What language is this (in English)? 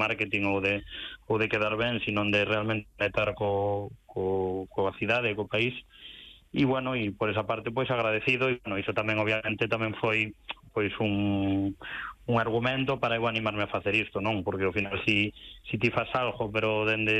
Galician